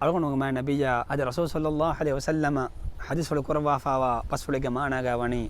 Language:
Divehi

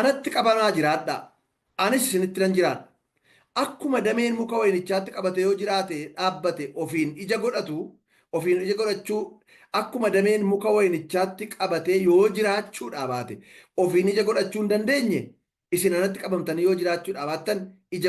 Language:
Oromo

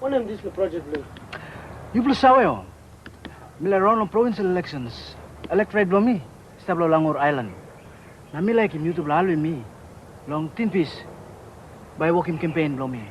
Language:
Tok Pisin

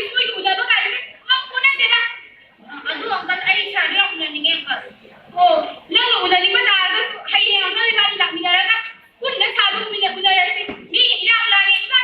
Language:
Manipuri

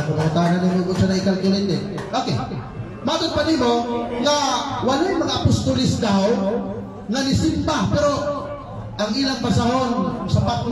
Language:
Cebuano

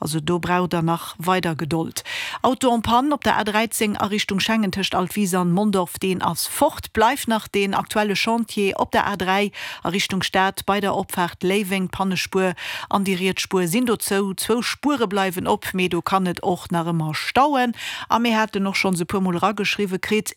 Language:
Luxembourgish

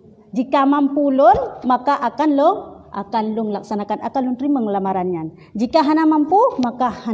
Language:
Achinese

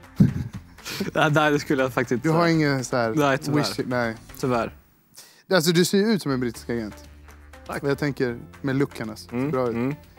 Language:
Swedish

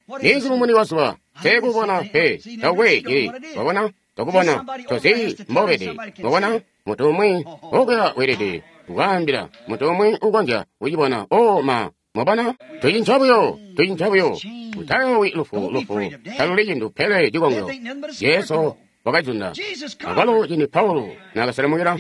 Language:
Tonga (Zambia)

